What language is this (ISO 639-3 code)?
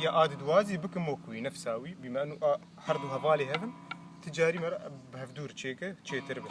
kur